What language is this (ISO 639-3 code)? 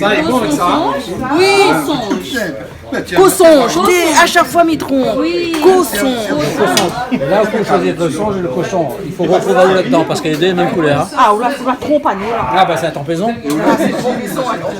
rcf